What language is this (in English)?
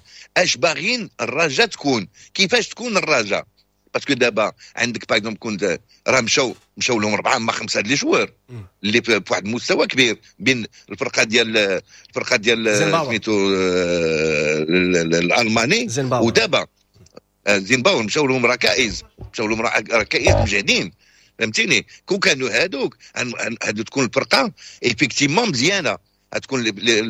Moroccan Arabic